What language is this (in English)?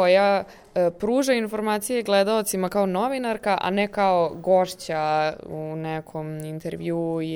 Serbian